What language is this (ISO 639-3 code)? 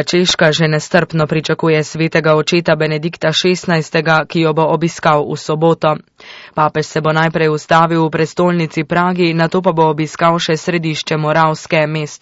slv